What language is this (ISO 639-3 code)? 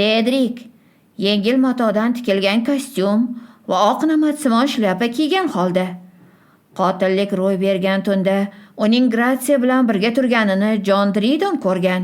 uzb